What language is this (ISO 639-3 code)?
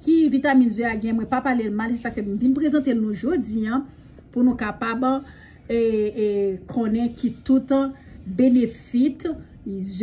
hat